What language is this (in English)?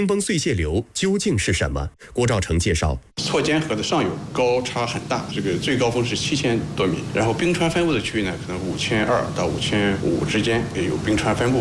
Chinese